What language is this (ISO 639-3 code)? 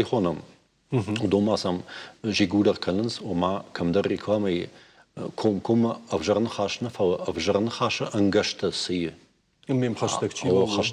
oss